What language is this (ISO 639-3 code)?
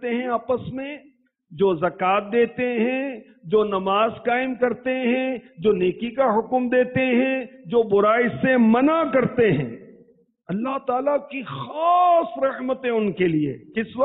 urd